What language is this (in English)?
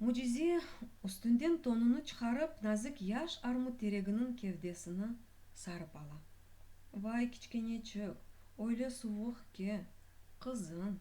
Crimean Tatar